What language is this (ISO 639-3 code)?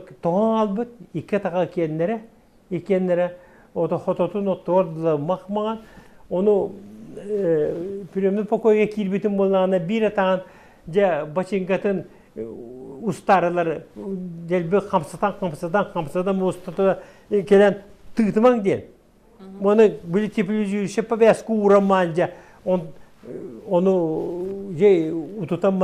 sah